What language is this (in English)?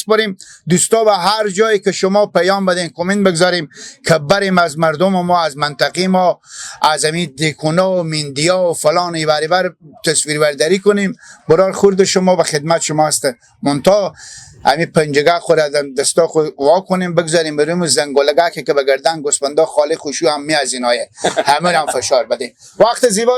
Persian